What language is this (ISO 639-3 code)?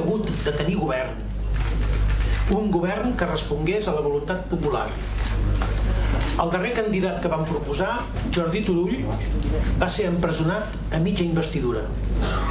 cat